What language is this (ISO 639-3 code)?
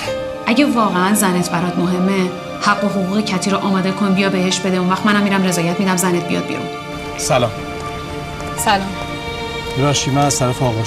fas